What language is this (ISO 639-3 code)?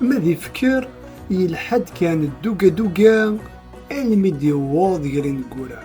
kab